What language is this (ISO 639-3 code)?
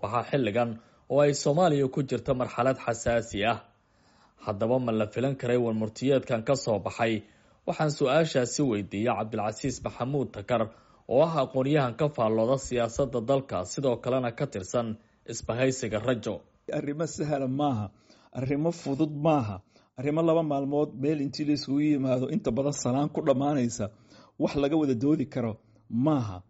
som